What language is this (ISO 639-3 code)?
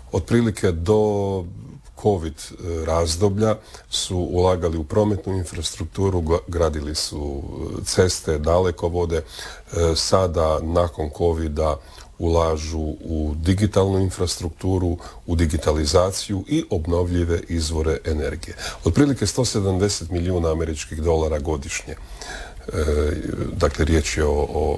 hrv